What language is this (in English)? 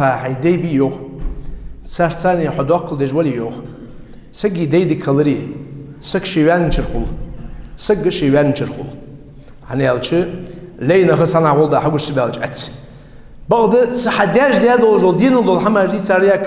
Ingush